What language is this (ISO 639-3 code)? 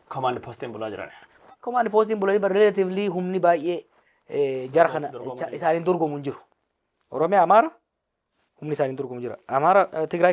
orm